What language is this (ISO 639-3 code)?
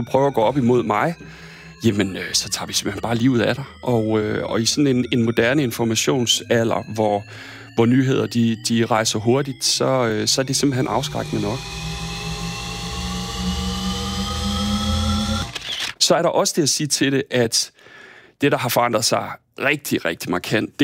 dan